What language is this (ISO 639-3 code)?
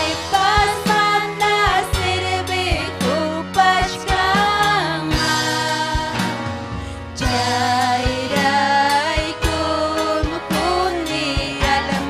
quy